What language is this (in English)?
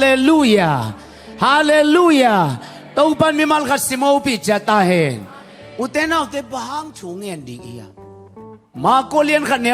Tedim Chin